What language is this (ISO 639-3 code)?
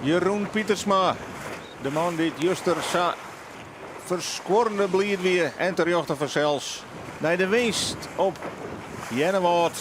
fry